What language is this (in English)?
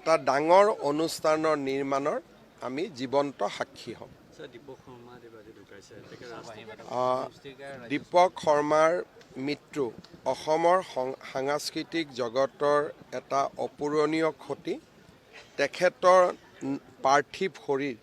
Assamese